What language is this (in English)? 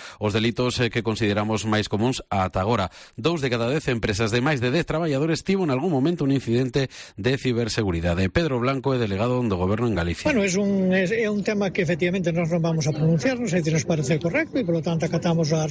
Galician